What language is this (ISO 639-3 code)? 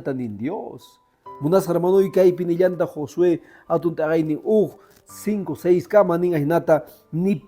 que